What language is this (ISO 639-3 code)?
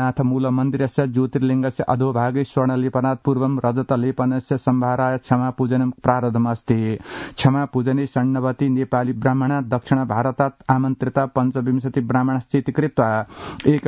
san